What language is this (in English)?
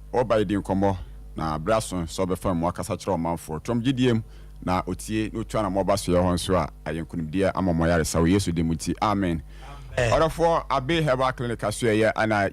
Akan